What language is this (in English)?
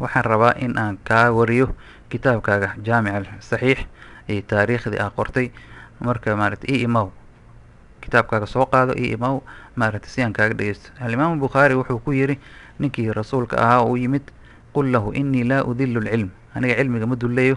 Somali